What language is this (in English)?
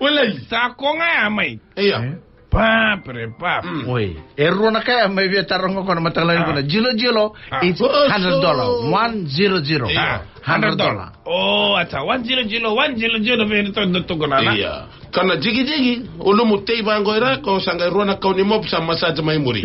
Fijian